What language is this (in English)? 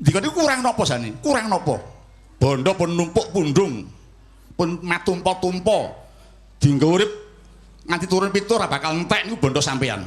Javanese